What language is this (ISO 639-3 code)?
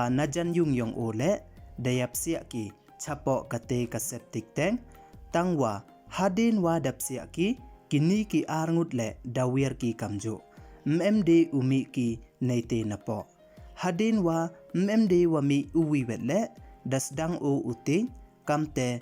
pbv